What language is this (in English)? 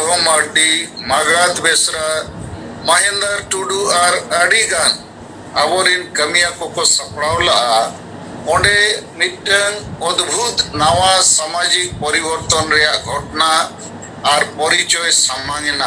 Santali